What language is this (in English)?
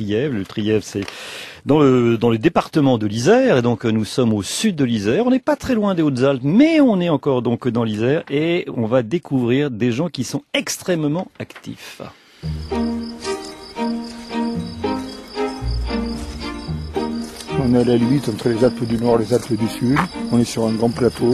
French